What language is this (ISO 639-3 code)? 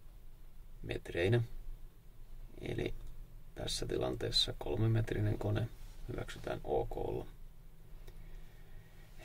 fin